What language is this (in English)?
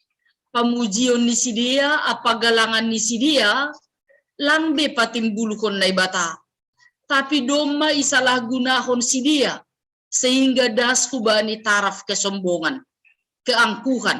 Batak Simalungun